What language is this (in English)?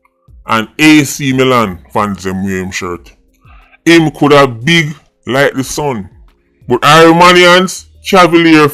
Jamaican Creole English